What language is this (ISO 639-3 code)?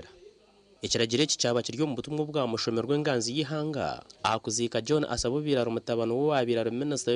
nyn